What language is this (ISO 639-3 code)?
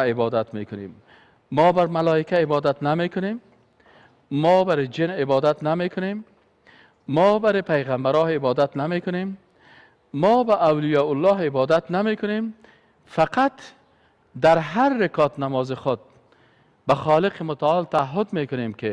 fas